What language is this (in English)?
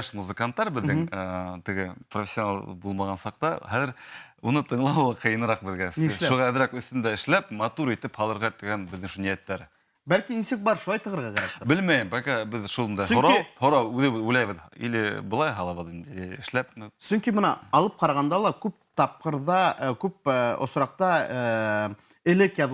Bashkir